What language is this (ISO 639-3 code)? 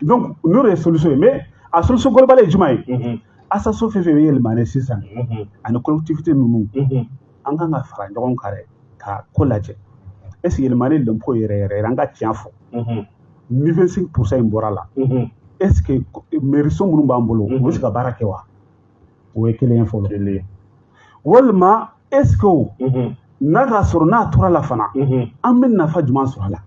bam